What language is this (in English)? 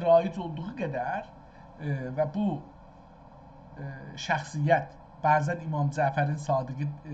South Azerbaijani